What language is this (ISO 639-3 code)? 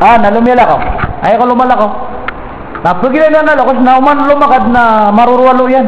mrw